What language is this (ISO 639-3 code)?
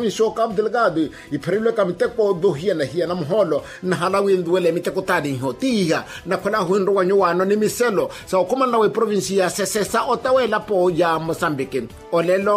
vmw